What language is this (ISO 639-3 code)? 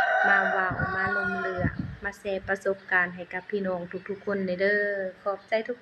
lao